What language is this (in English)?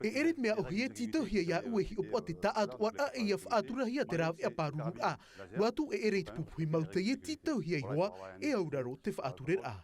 Tahitian